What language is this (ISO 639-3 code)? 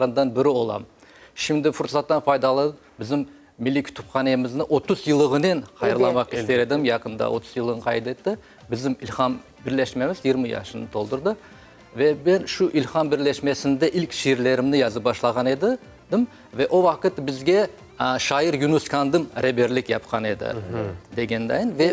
crh